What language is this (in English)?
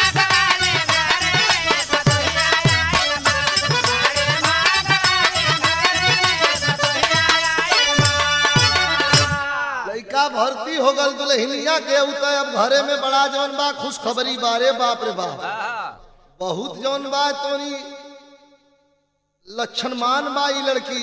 Bhojpuri